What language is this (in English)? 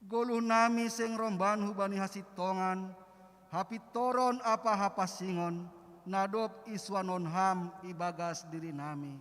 Batak Simalungun